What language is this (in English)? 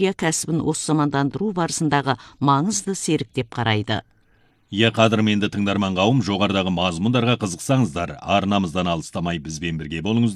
Kazakh